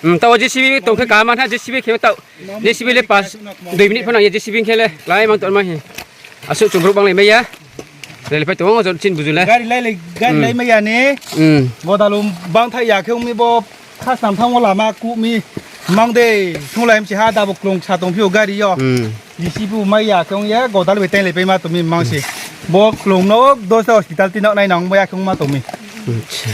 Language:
Riang (India)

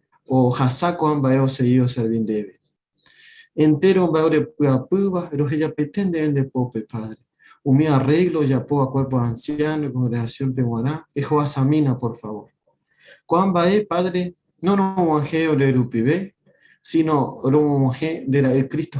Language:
Guarani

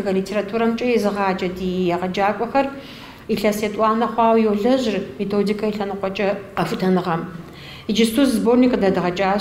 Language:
Kabardian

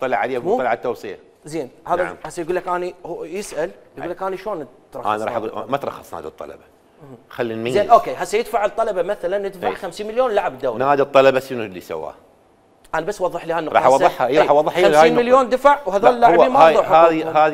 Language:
Mesopotamian Arabic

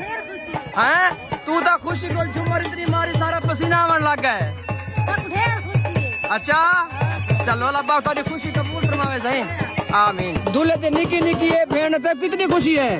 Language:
Saraiki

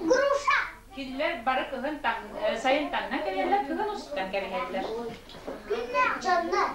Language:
Yakut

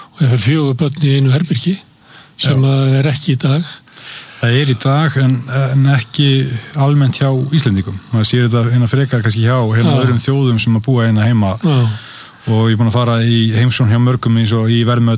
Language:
Icelandic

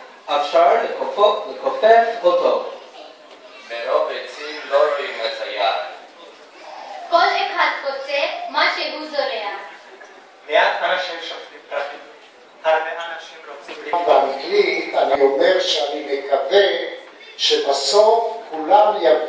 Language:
Hebrew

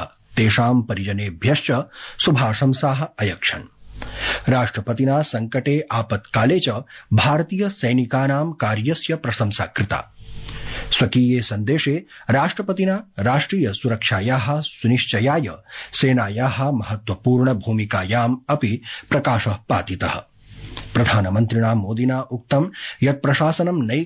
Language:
Sanskrit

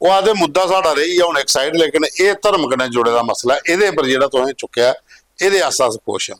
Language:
Dogri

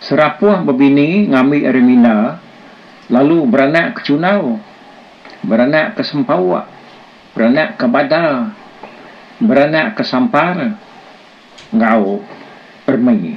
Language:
Iban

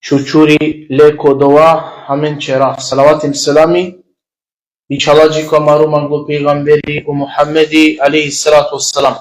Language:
Balkan Romani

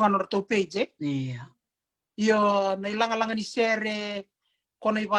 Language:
Fijian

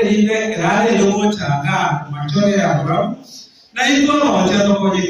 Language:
Gusii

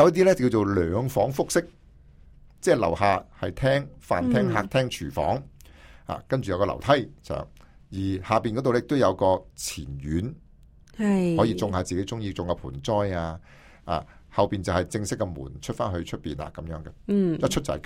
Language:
Cantonese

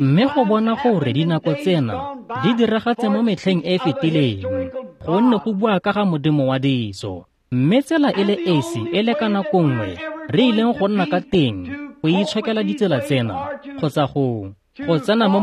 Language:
Tswana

